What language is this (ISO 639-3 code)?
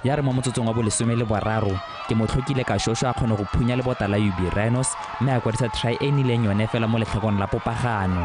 tsn